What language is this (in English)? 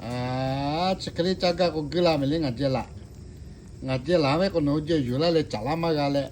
Lahu